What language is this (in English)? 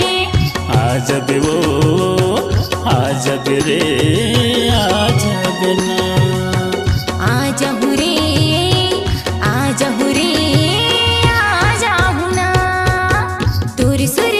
Chhattisgarhi